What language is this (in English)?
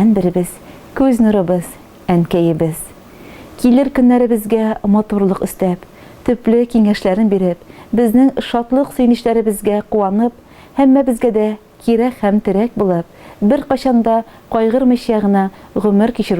Tatar